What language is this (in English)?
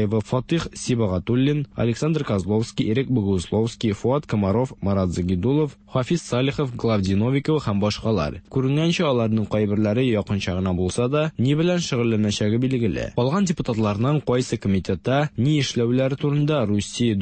Tatar